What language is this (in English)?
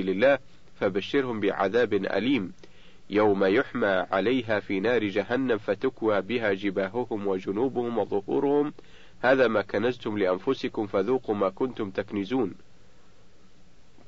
Arabic